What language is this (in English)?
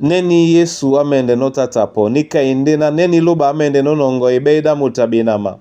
Duala